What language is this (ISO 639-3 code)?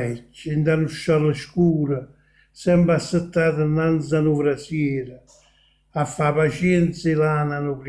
nap